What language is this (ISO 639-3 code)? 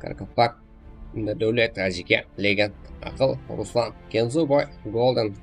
kaa